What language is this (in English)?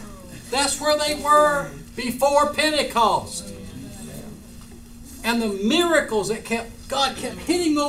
English